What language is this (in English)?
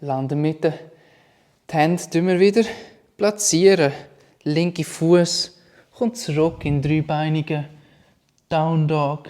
Swiss German